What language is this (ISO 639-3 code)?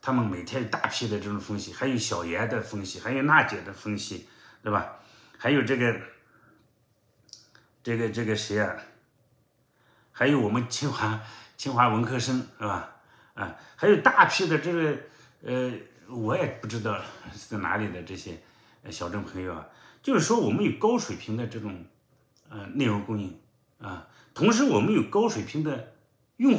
zho